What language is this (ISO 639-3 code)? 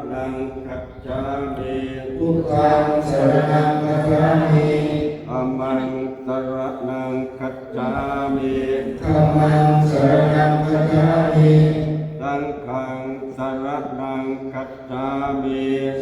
pli